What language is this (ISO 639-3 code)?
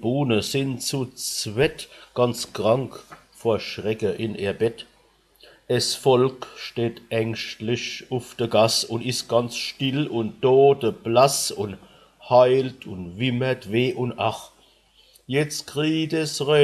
pfl